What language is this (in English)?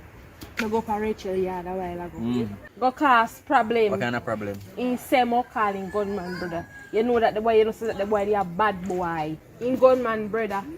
Jamaican Creole English